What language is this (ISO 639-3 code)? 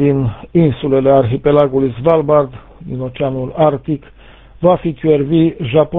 ron